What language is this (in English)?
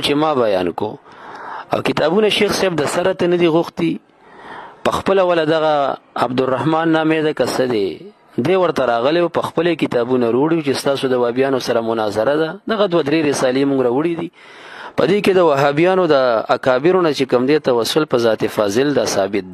Pashto